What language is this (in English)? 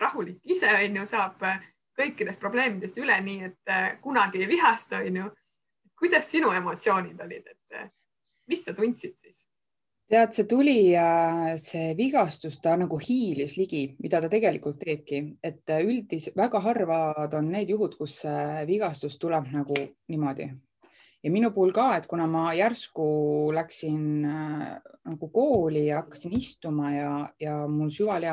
Estonian